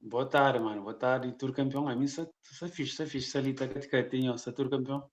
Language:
Kabuverdianu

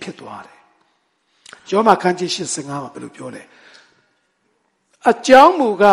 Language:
Burmese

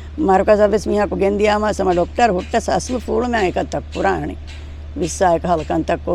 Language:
Divehi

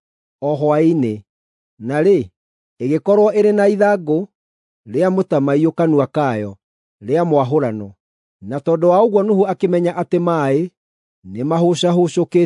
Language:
Kikuyu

